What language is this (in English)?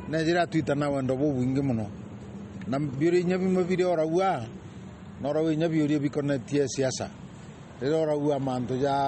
Meru